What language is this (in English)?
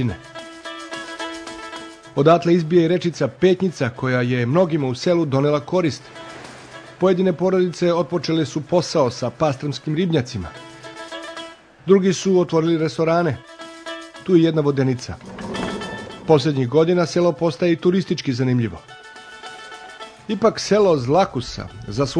Serbian